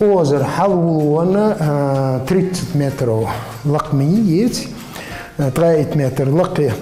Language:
Ingush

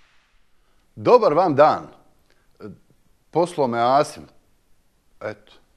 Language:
Bosnian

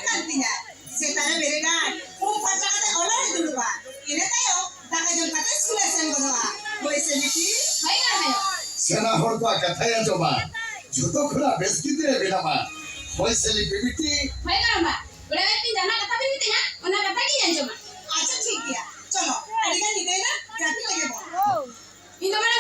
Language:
Santali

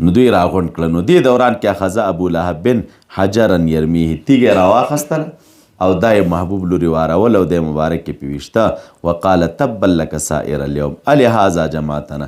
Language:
Pashto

